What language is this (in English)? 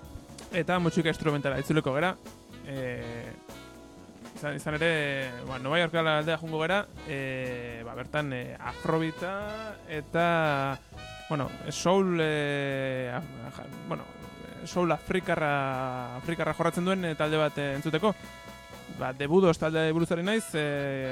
Basque